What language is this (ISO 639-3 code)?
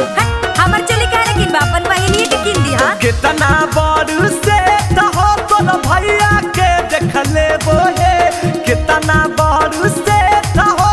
mag